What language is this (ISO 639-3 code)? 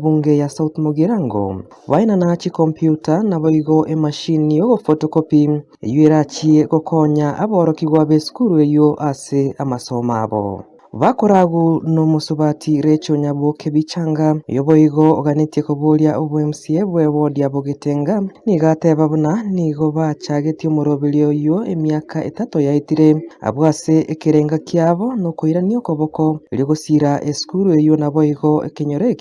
guz